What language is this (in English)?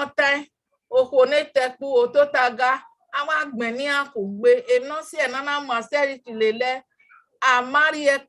Bini